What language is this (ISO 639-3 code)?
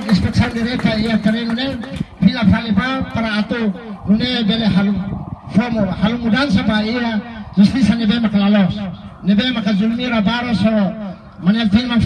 tet